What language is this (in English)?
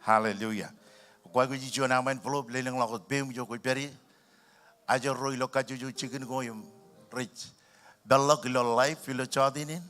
Marshallese